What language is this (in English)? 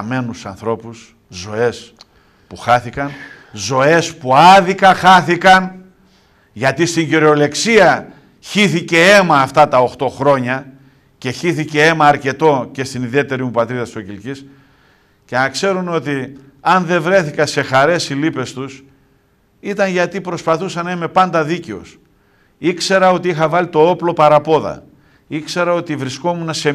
Greek